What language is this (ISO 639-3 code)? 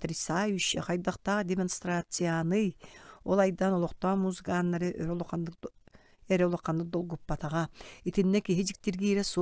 sah